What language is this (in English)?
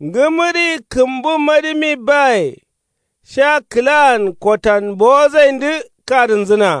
Kanuri